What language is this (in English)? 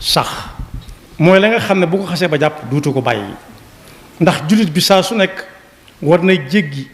Wolof